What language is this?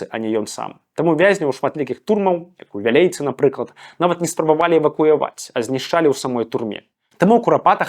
Belarusian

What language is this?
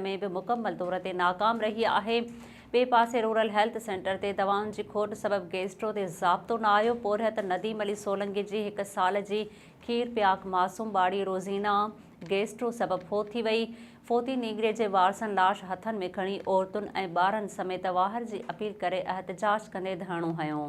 Sindhi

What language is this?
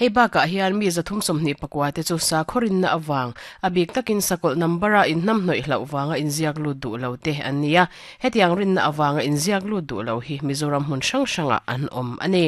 Mizo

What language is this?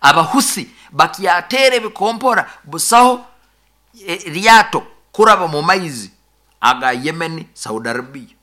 Nyankole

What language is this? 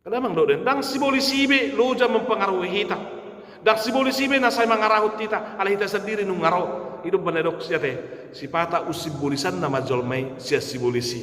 Batak Toba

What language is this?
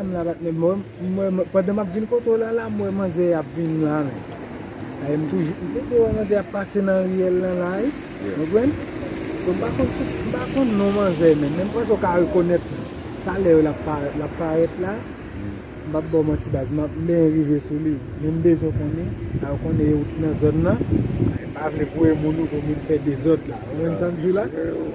Haitian Creole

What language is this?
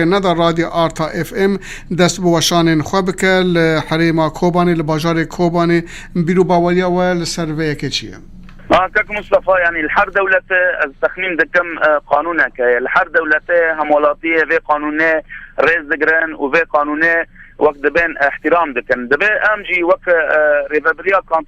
Kurdish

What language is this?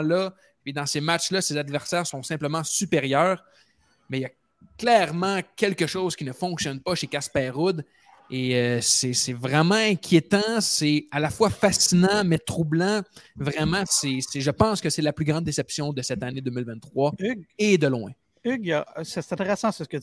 French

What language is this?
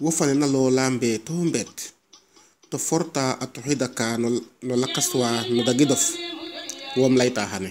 Serer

